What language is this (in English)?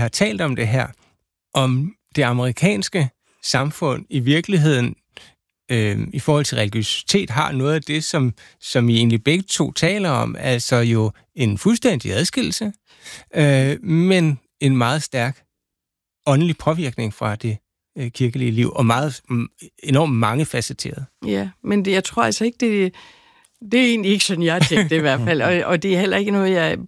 Danish